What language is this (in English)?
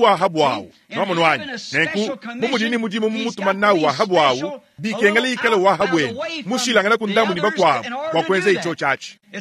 Luba-Lulua